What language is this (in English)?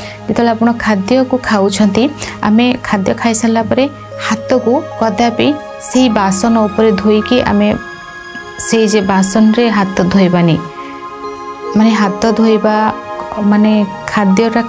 Odia